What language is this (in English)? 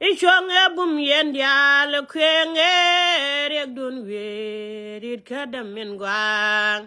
Nuer